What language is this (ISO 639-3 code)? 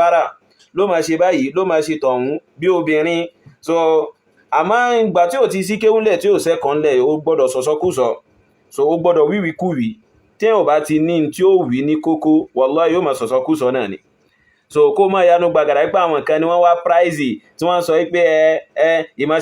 yor